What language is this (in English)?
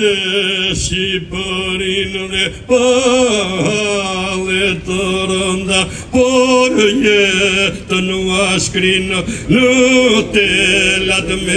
Albanian